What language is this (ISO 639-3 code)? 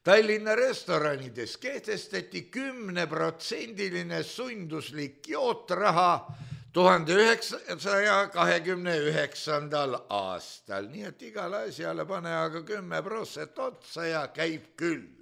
est